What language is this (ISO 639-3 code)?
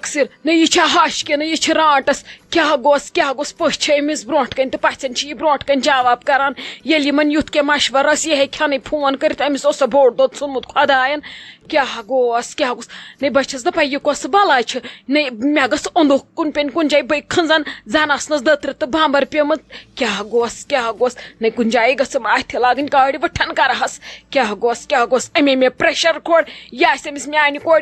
kas